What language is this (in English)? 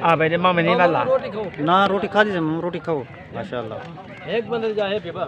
Saraiki